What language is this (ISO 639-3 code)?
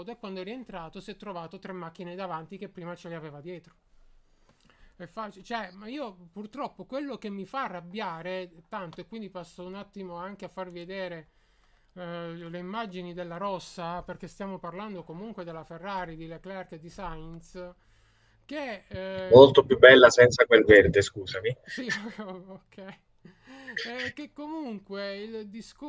ita